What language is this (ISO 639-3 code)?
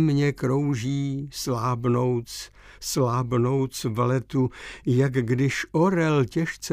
ces